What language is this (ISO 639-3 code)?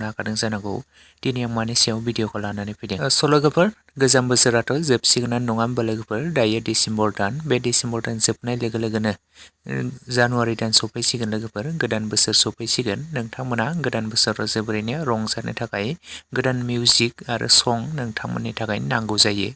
brx